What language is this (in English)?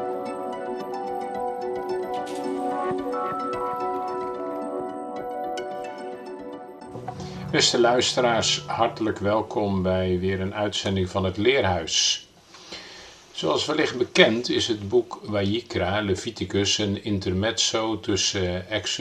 Dutch